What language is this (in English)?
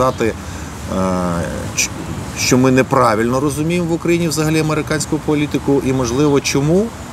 Ukrainian